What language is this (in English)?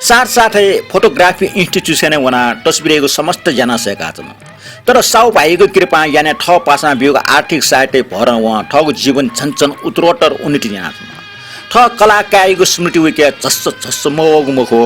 Newari